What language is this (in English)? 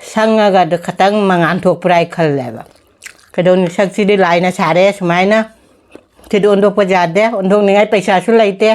Manipuri